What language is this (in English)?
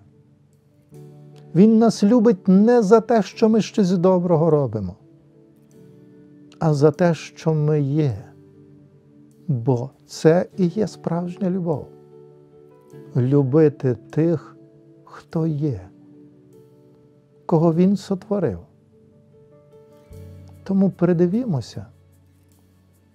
Ukrainian